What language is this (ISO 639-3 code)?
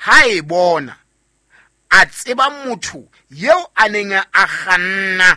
sot